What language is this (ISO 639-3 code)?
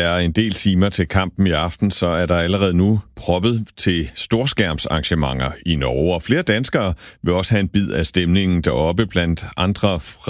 dan